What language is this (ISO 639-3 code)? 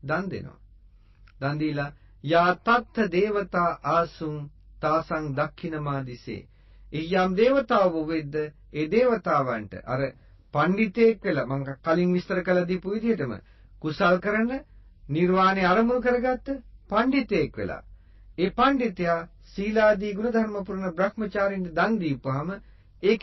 sin